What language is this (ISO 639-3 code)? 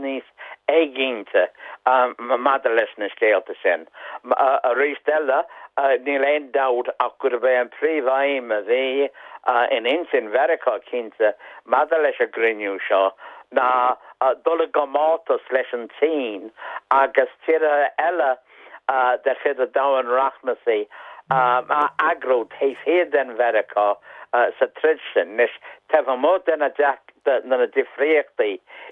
gle